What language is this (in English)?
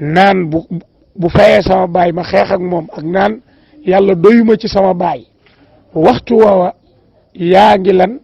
Wolof